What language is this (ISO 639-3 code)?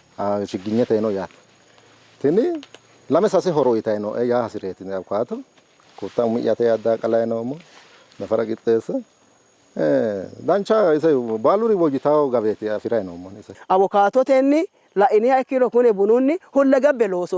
sid